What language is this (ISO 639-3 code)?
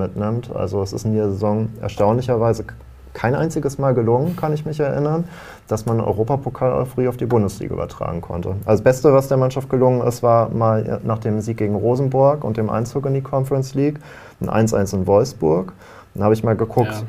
deu